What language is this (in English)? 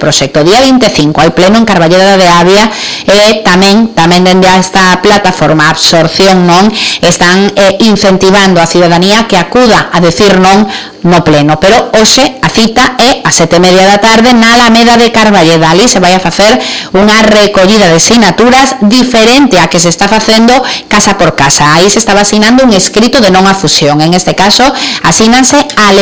Galician